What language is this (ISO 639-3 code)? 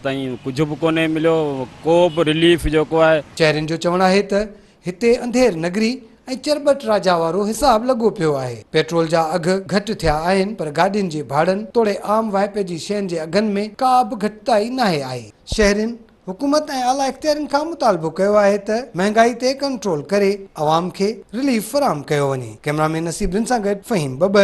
snd